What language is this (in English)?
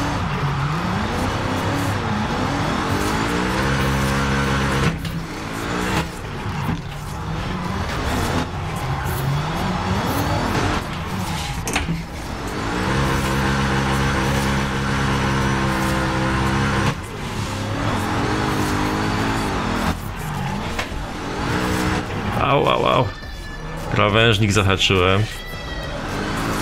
Polish